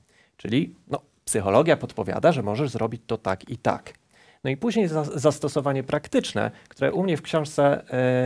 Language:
Polish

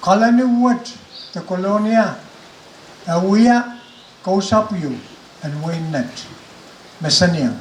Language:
Pohnpeian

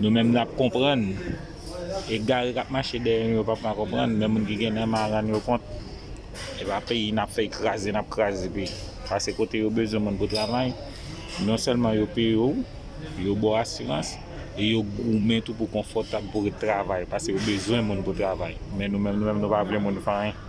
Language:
Haitian Creole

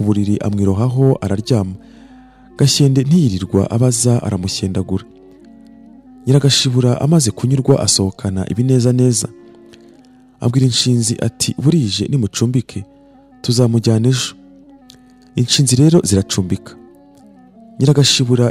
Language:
Kinyarwanda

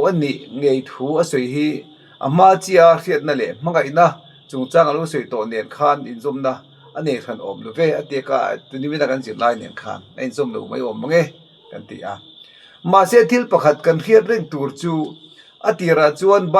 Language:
Mizo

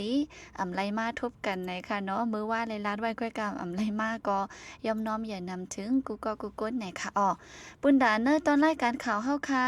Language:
Shan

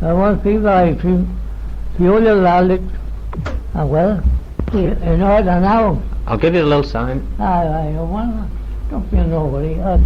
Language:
Manx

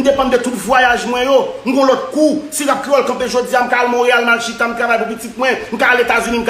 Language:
Haitian Creole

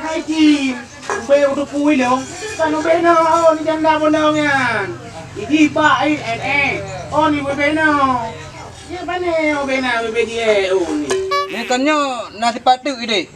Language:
Achinese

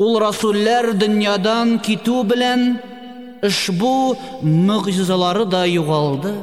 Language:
Tatar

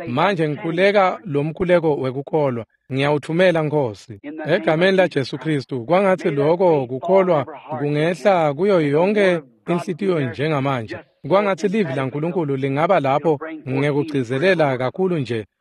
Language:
Swati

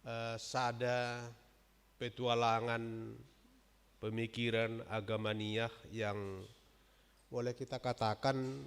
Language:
Batak Simalungun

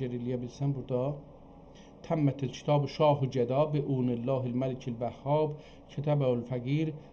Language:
South Azerbaijani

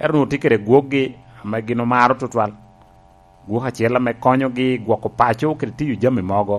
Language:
Lango (Uganda)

